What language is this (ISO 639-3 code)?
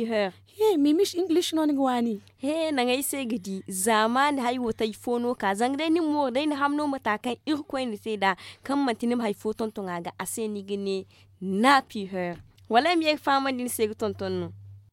dje